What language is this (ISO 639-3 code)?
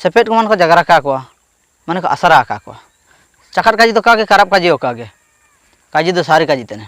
hoc